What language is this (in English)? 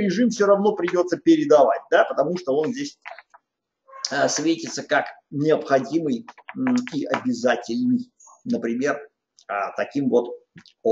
Russian